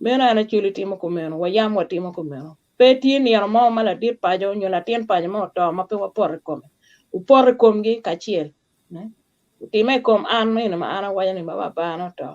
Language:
Acoli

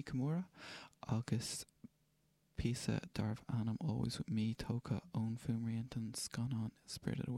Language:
Irish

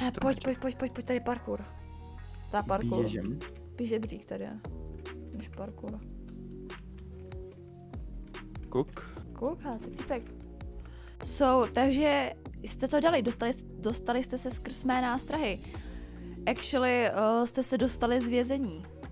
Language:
Czech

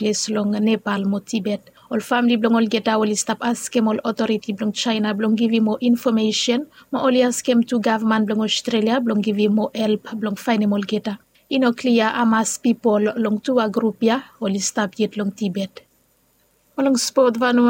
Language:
Bislama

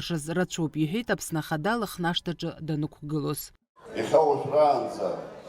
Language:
Abkhazian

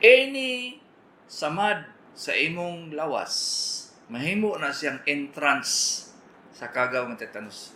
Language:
Cebuano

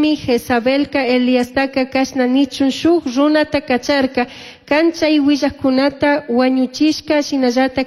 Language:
Chimborazo Highland Quichua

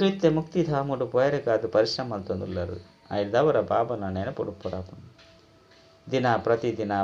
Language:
Tulu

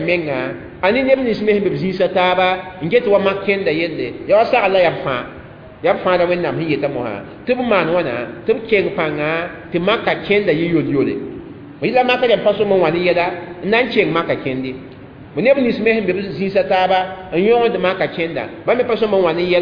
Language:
Mossi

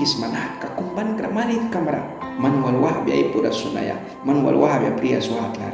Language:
Mískito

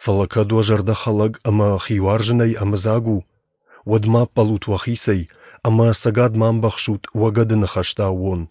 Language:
Ossetic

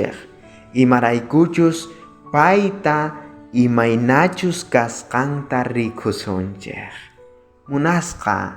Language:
South Bolivian Quechua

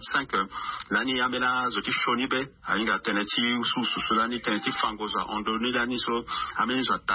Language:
Sango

